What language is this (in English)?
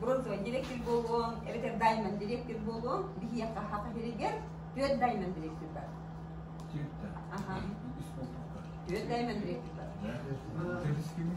Yakut